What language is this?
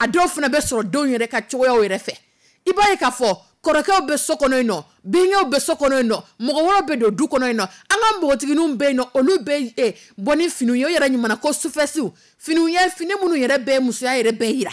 Dyula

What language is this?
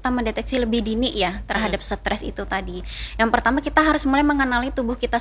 Indonesian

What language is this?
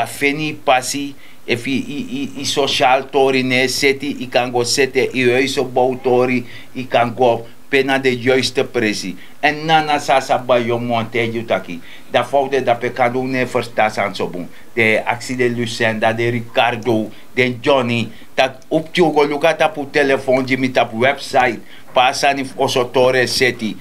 Sranan Tongo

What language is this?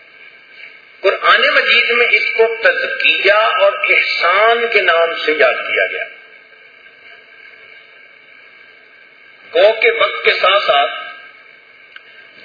Urdu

